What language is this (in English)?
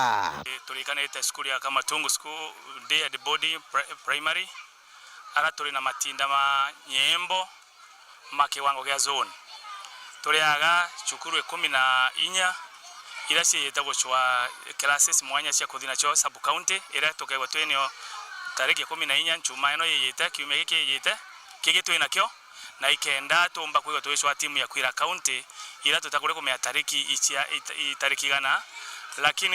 Meru